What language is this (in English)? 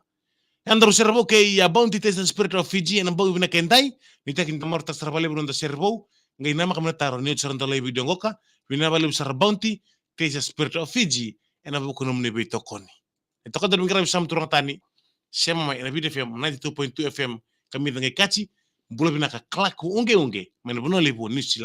Fijian